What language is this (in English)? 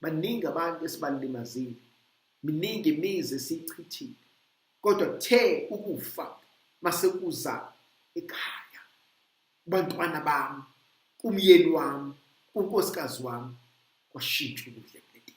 Zulu